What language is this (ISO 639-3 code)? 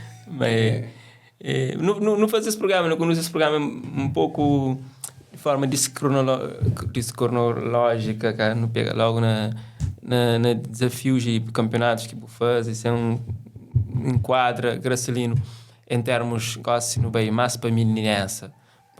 kea